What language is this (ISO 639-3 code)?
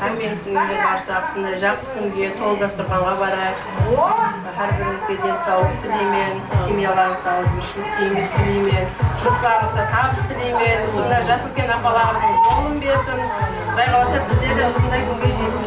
kaa